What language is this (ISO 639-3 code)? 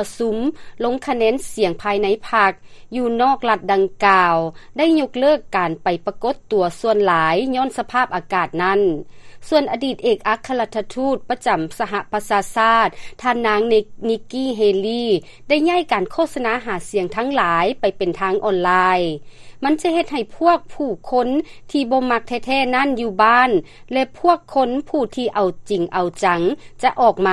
lao